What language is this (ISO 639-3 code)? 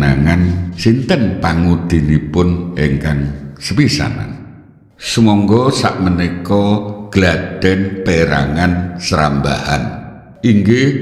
jav